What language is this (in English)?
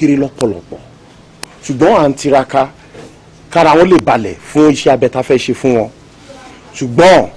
Yoruba